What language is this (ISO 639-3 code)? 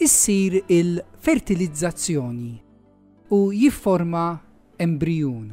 mlt